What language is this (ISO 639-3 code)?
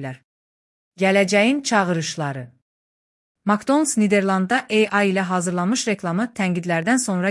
aze